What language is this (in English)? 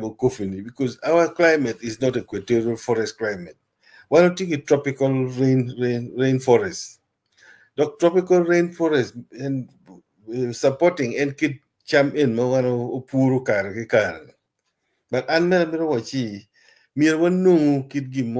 Acoli